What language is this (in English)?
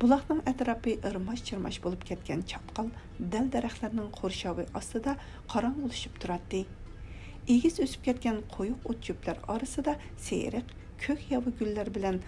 Uyghur